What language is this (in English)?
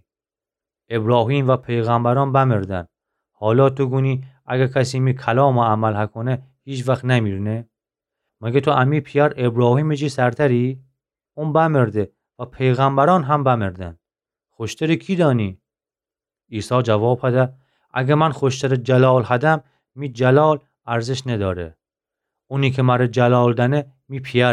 Gilaki